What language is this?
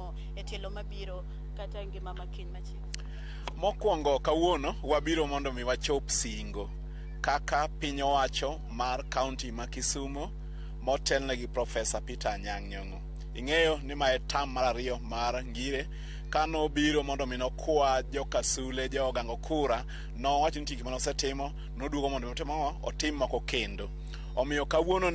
Luo (Kenya and Tanzania)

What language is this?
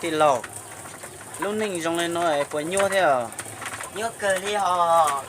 Hmong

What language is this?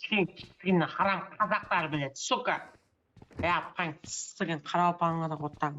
Kara-Kalpak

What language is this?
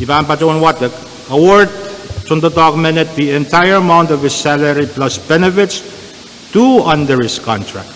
Pohnpeian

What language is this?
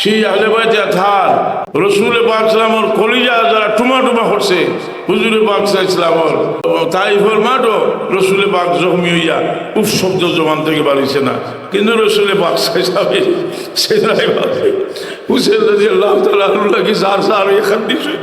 Sylheti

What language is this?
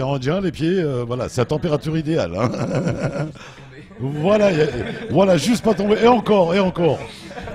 French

